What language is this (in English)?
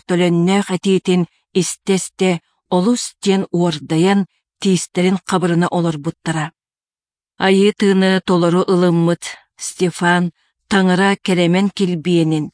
Yakut